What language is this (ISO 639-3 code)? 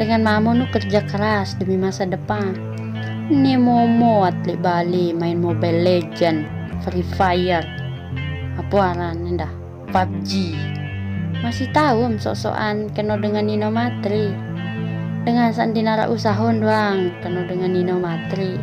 sas